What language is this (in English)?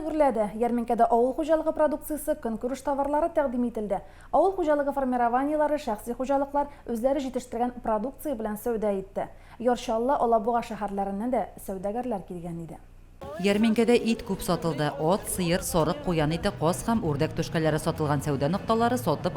Tatar